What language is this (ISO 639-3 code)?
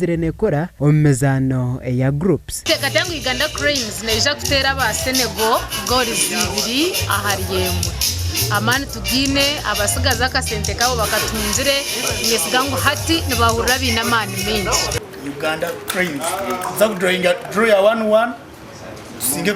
nyn